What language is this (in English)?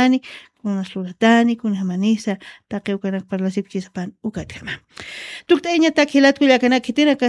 Aymara